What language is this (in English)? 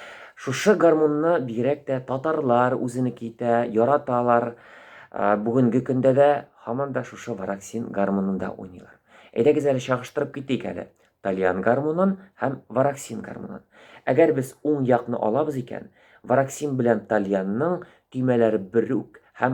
Tatar